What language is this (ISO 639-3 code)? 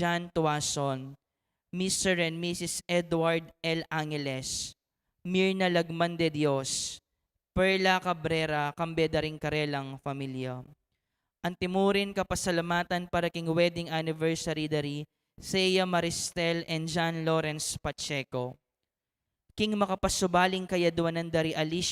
pam